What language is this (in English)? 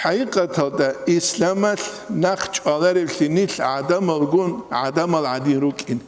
Avaric